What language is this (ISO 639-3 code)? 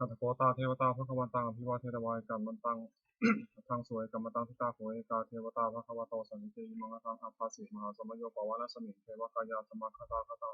pli